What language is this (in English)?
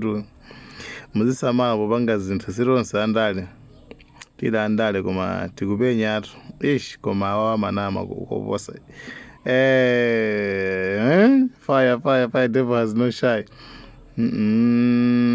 Nyanja